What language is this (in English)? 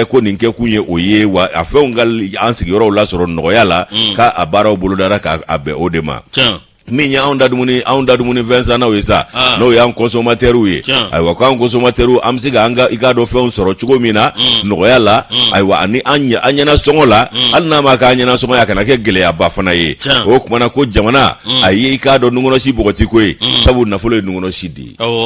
Bambara